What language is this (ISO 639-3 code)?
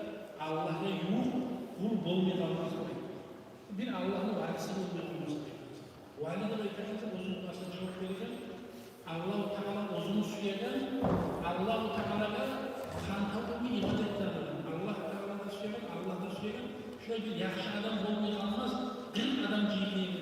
kum